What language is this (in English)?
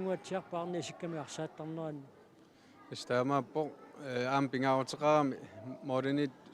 Kalaallisut